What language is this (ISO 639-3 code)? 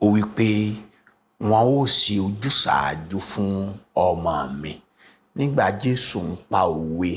yor